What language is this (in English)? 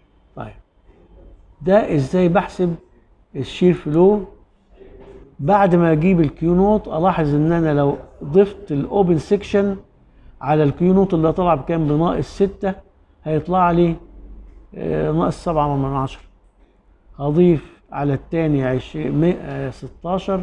Egyptian Arabic